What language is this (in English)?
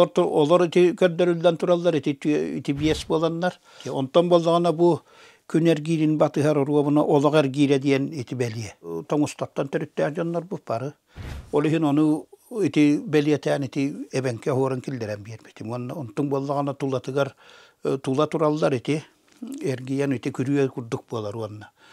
Yakut